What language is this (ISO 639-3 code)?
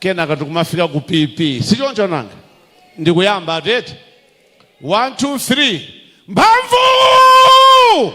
nya